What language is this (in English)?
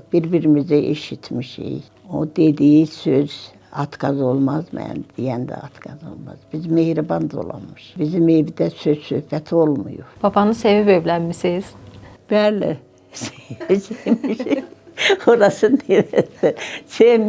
Azerbaijani